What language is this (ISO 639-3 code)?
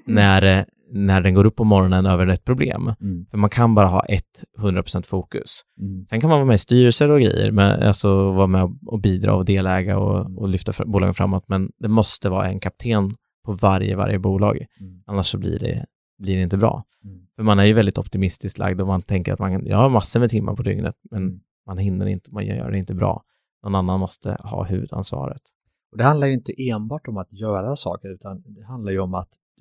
swe